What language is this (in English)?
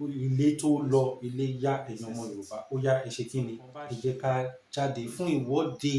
Yoruba